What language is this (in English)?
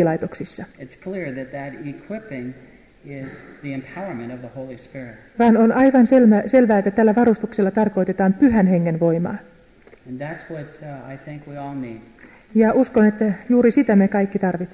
Finnish